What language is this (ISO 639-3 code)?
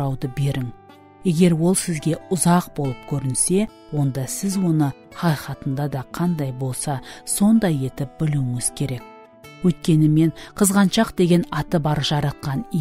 kaa